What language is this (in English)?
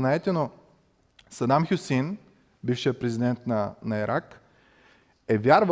Bulgarian